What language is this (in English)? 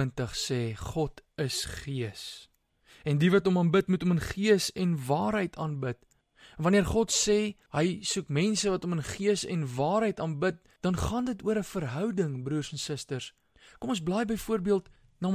Afrikaans